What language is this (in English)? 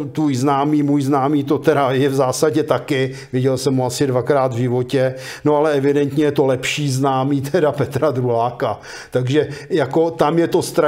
Czech